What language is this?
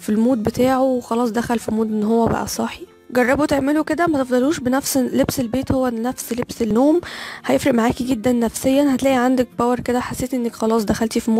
Egyptian Arabic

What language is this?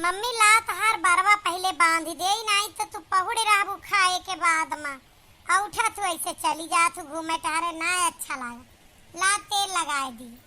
Awadhi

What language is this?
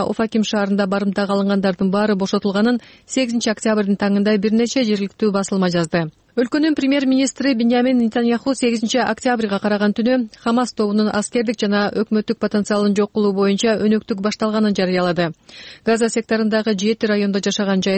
Kyrgyz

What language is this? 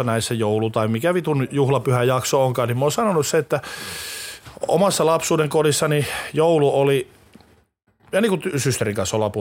Finnish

